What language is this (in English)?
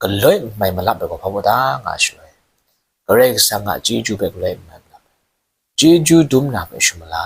Kachin